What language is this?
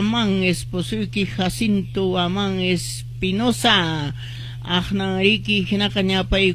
Quechua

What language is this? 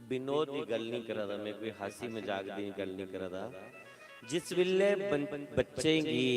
Dogri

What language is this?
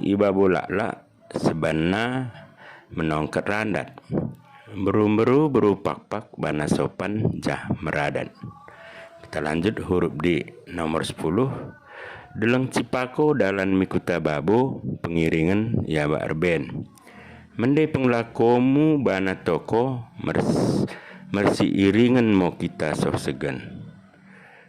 Batak Dairi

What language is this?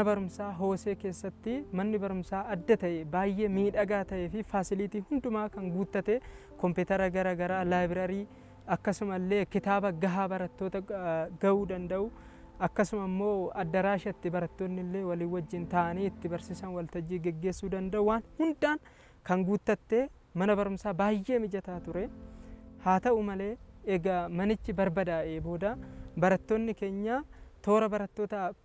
Oromo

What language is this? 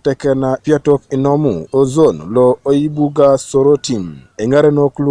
Teso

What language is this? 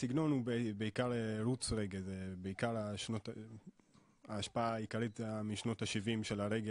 Hebrew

